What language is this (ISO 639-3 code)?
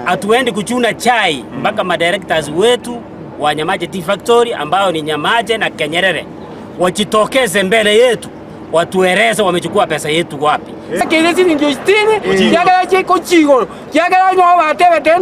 guz